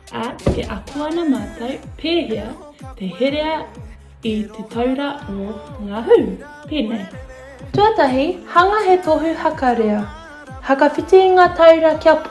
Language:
Māori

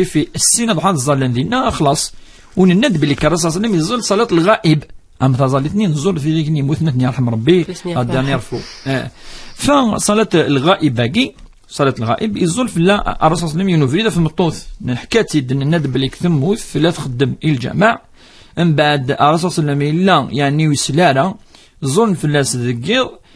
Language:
Kabyle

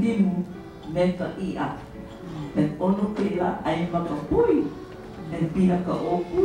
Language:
Hawaiian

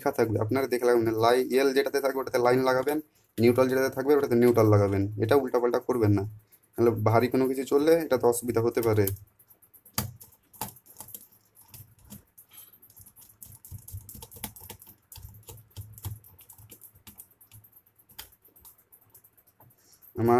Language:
Bangla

